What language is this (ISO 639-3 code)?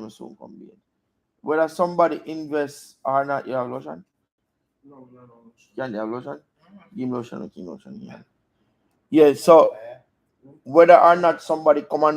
jam